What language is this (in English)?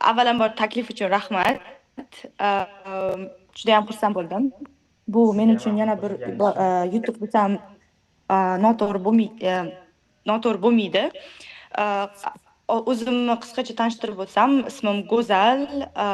Uzbek